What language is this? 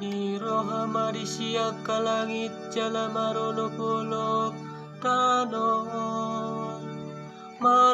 Batak Toba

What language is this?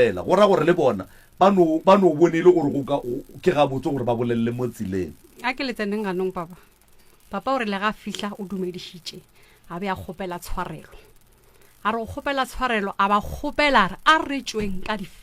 Northern Sotho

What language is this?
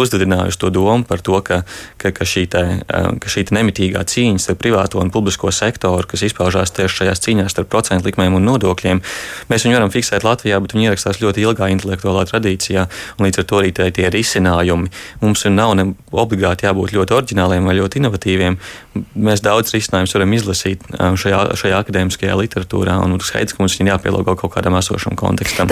Latvian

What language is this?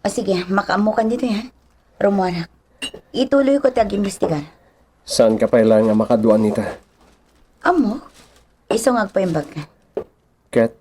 Iloko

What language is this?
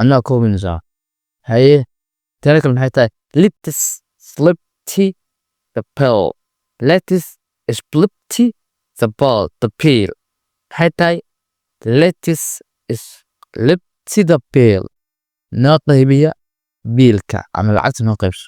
Somali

